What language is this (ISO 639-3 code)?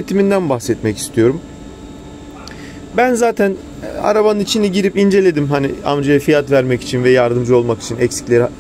tur